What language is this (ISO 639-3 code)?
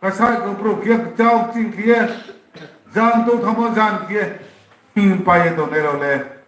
ria